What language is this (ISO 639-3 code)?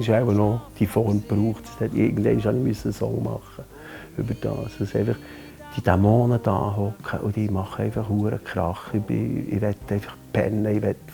gsw